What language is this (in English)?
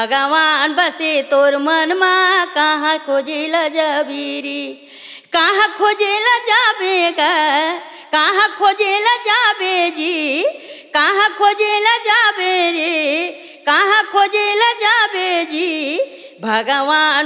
Chhattisgarhi